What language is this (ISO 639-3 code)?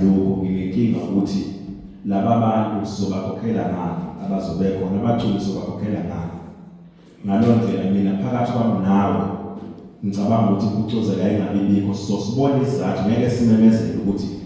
zul